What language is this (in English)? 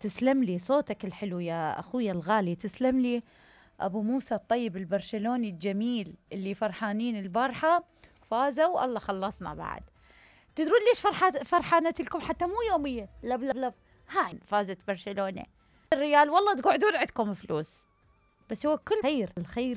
Mesopotamian Arabic